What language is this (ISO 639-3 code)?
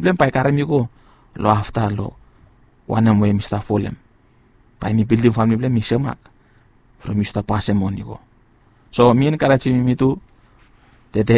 bis